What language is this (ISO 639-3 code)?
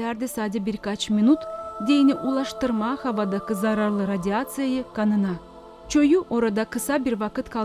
gag